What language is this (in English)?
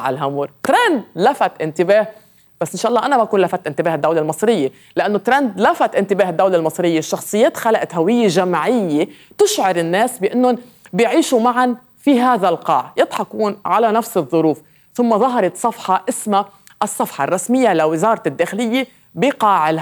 North Levantine Arabic